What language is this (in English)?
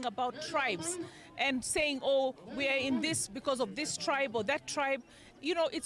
Kamba